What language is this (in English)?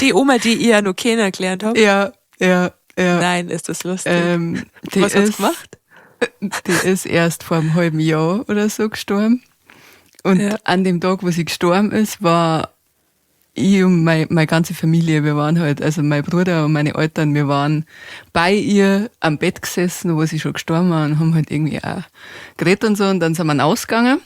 Bavarian